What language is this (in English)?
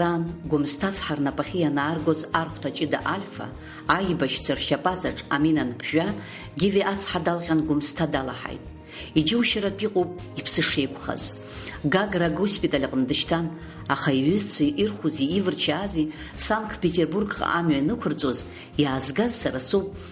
Abkhazian